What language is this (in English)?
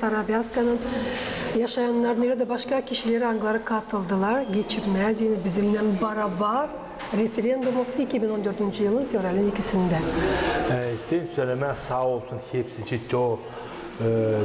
Gagauz